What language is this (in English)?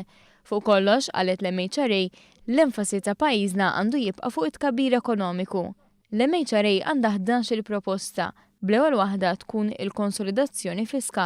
Maltese